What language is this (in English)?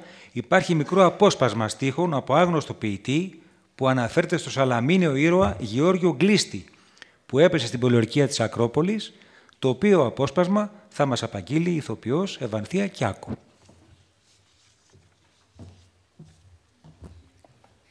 Greek